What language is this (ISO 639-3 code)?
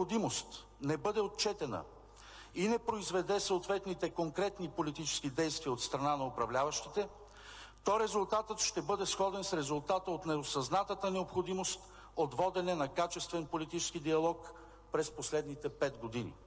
bul